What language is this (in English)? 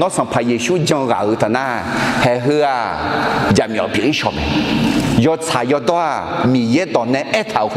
Akha